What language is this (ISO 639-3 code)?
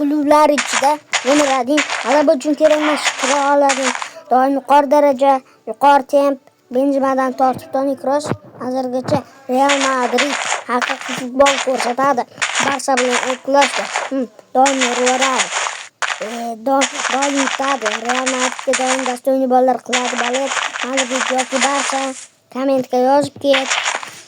uzb